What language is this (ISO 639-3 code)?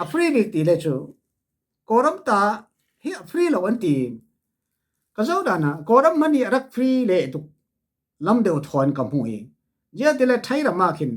cfm